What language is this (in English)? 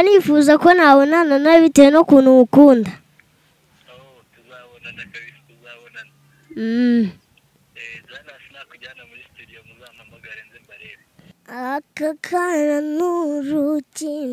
Kinyarwanda